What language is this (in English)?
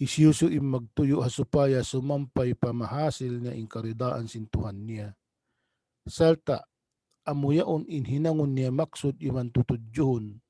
Tausug